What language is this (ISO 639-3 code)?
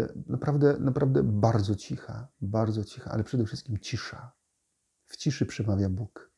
pol